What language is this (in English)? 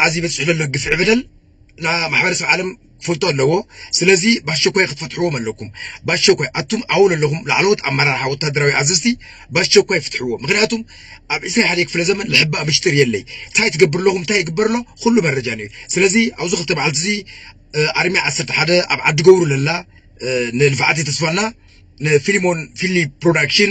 Tigrinya